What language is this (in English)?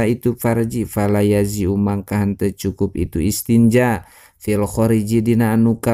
Sundanese